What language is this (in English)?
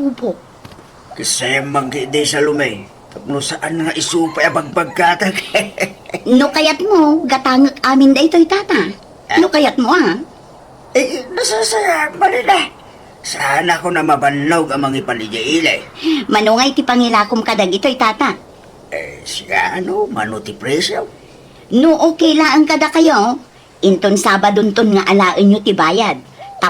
Iloko